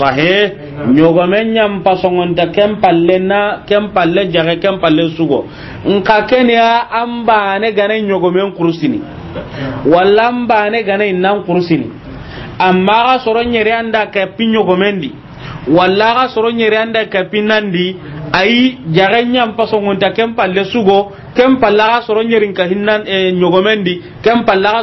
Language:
Soninke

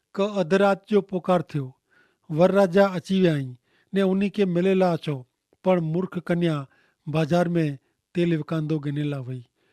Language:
Kachhi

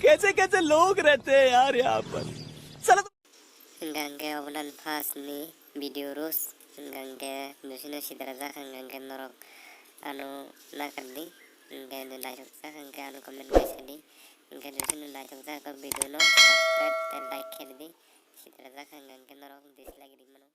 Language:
Kok Borok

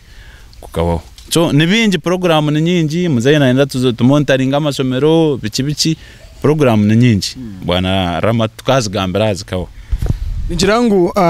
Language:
Nyankole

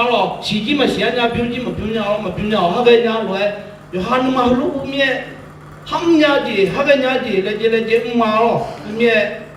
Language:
Akha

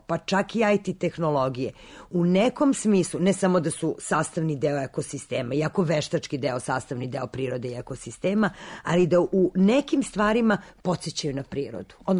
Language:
Serbian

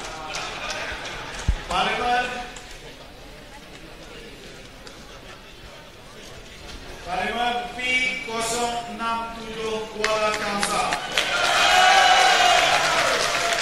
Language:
Malay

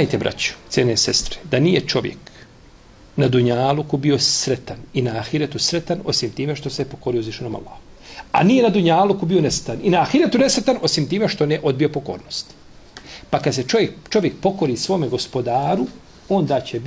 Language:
Bosnian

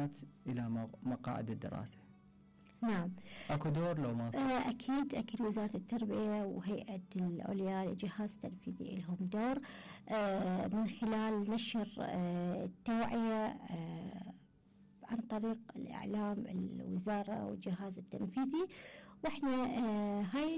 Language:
Mesopotamian Arabic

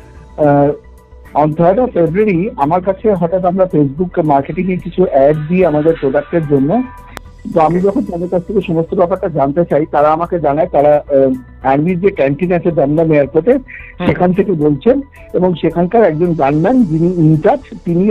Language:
Bangla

